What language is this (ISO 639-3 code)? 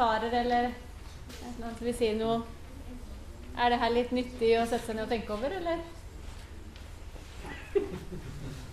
nor